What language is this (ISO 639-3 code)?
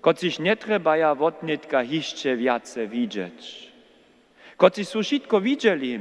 hsb